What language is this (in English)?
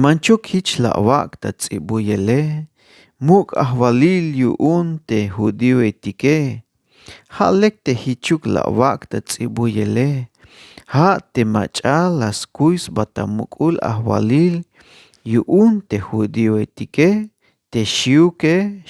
Tzeltal